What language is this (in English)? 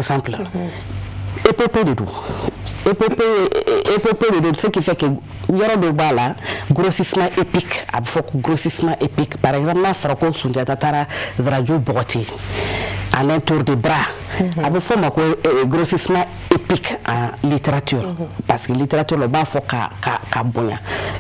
Bambara